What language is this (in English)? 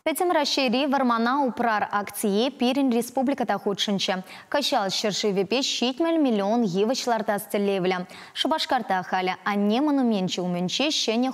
Chuvash